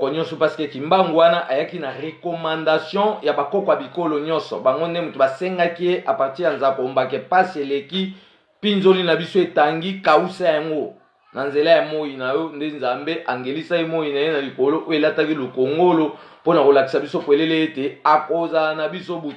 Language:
Lingala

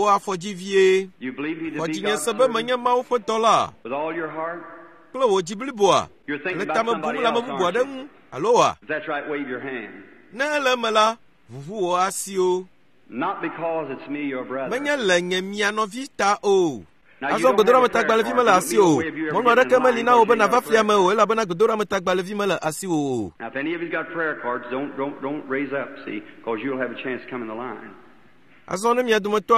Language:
Ewe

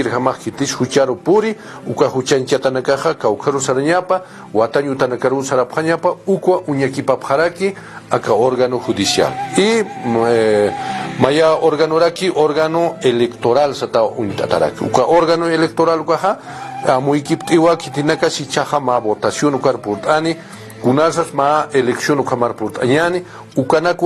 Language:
Aymara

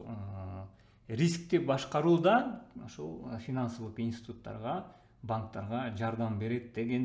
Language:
Kyrgyz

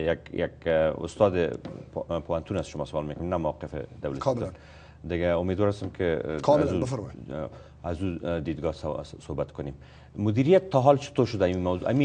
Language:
Persian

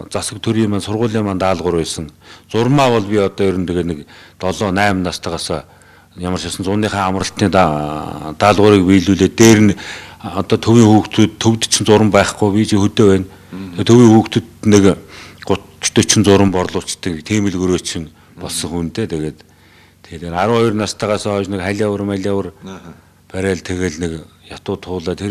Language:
Mongolian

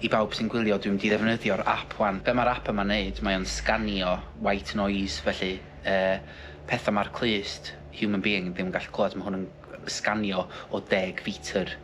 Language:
Welsh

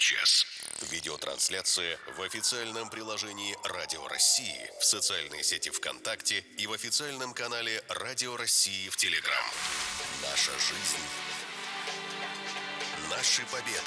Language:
Russian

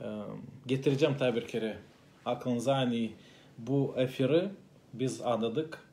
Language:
Gagauz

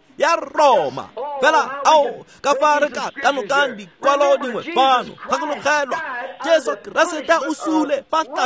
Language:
Tswana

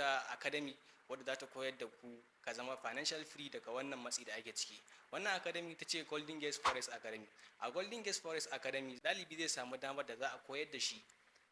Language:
Hausa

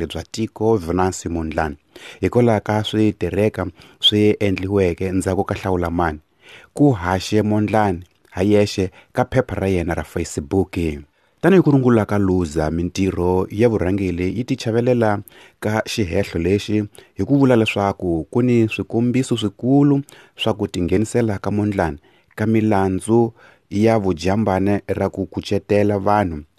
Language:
Tsonga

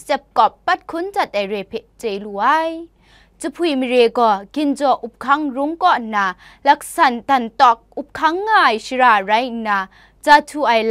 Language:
Kachin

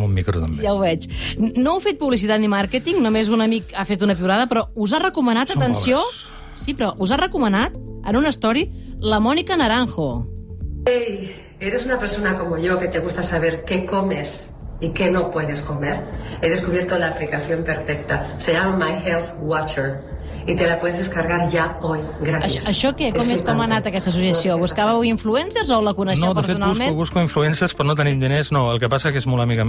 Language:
Catalan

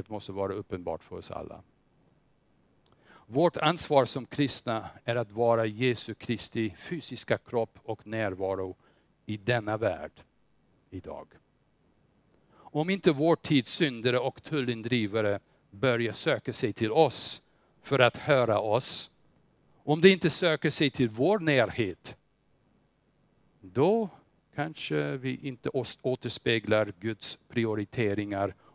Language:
Swedish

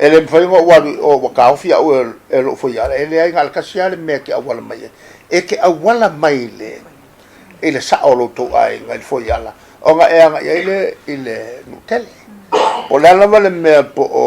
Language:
Samoan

